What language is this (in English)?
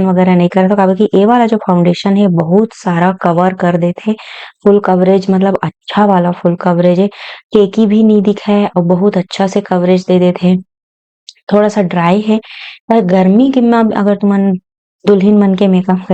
Chhattisgarhi